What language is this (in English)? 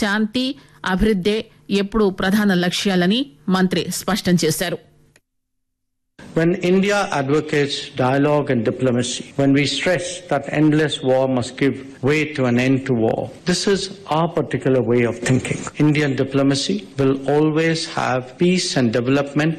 Telugu